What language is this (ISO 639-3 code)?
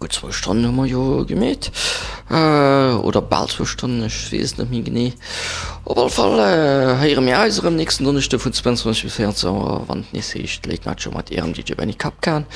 ltz